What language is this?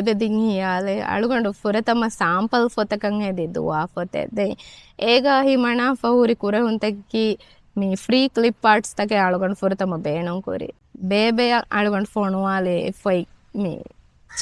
Divehi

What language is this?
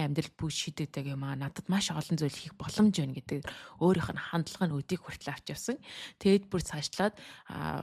Mongolian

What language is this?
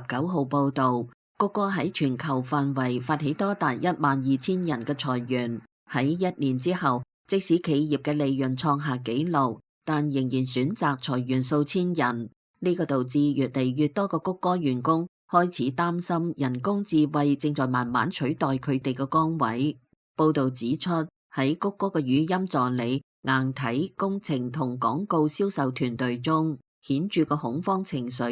Cantonese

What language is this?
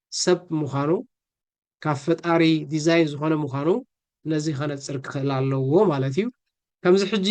Tigrinya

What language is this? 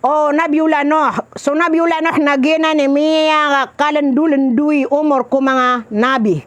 Maranao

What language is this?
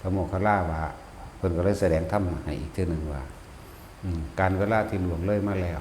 Northeastern Thai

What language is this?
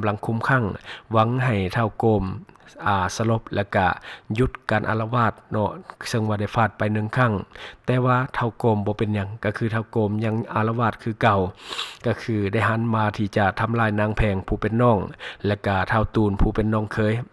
Lao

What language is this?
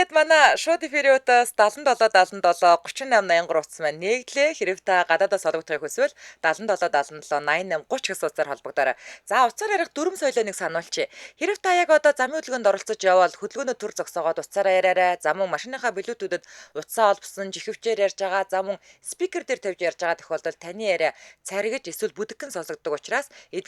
Mongolian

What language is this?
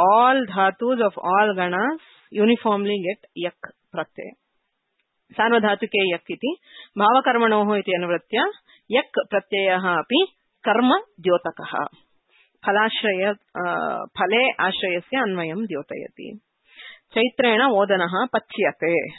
Sanskrit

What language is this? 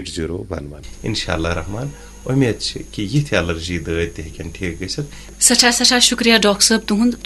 Kashmiri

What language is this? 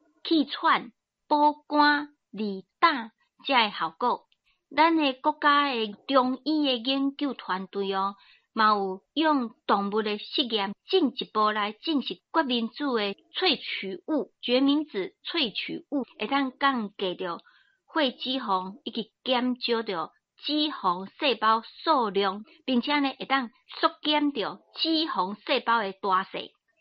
Min Nan Chinese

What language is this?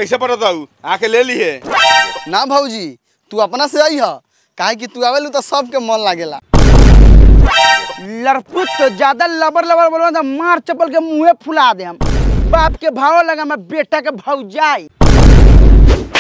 Bhojpuri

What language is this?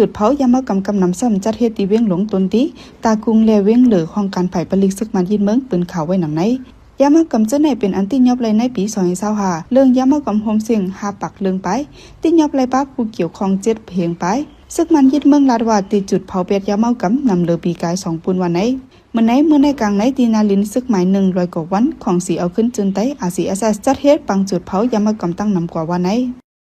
Shan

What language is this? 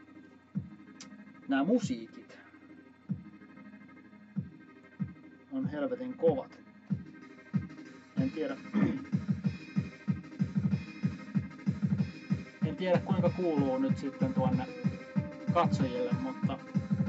Finnish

